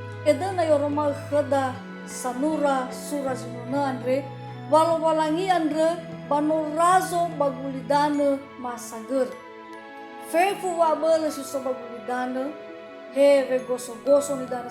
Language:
Nias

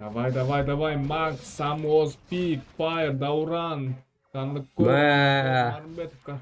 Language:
Kara-Kalpak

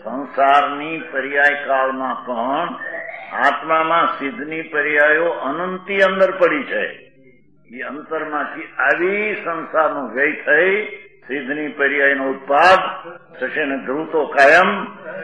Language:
Gujarati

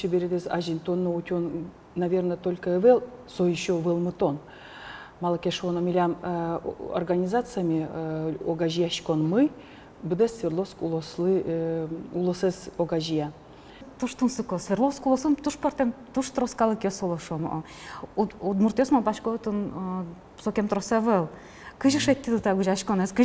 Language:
Udmurt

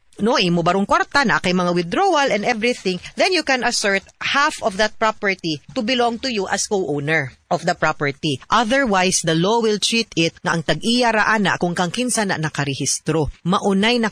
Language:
Cebuano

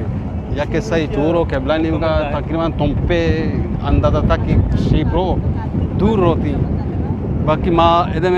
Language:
Eastern Balochi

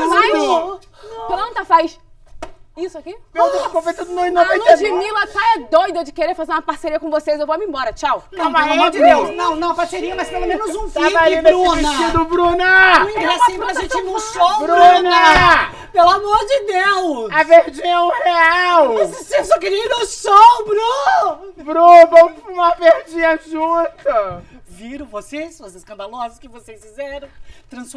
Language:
Portuguese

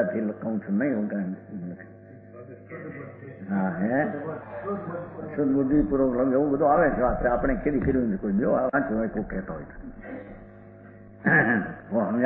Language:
Gujarati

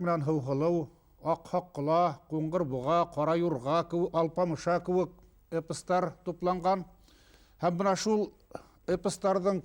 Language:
Bashkir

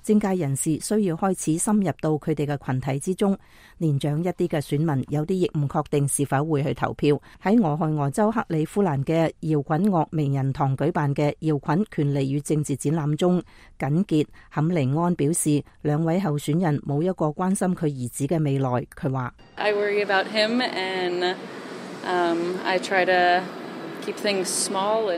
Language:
Cantonese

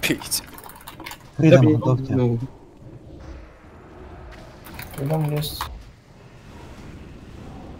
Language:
Russian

